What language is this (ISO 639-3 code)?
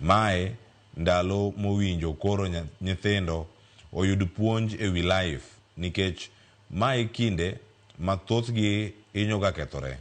luo